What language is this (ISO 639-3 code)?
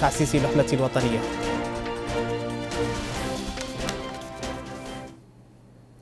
ara